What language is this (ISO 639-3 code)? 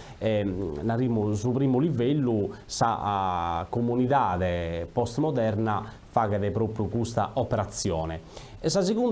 srd